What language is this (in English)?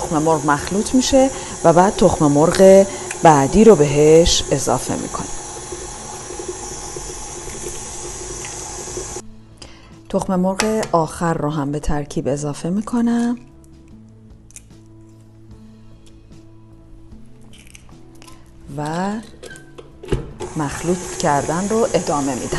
Persian